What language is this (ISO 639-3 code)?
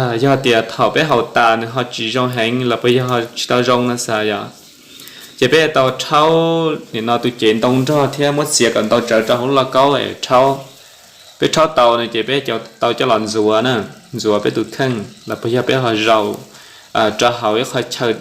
hmn